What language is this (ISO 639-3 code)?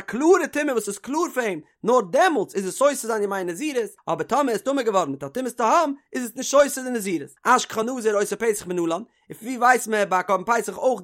yid